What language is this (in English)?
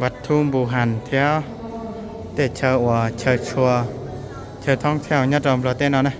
Hmong